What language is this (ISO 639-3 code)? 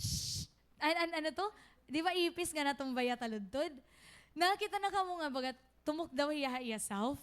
war